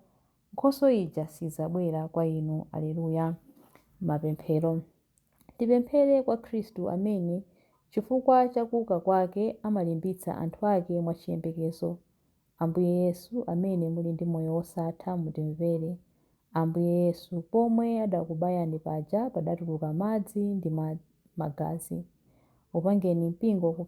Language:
Nyanja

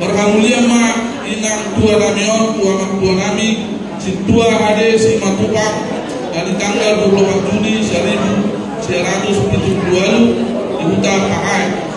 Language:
Batak Toba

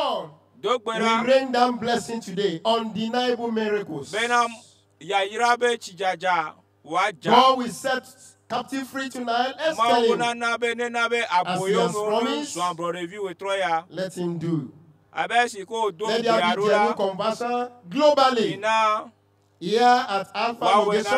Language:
Ewe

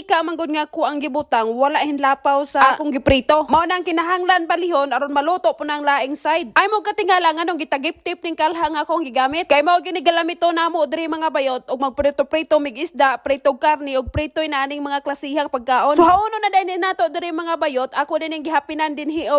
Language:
Cebuano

